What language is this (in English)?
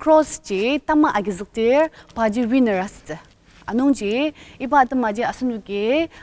Ao Naga